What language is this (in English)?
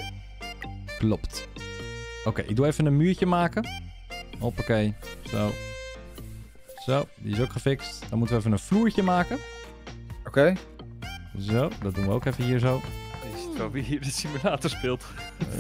Dutch